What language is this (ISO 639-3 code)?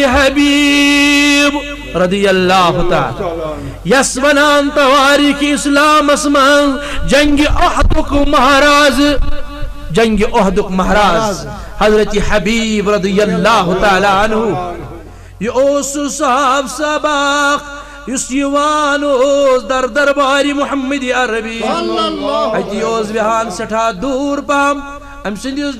kas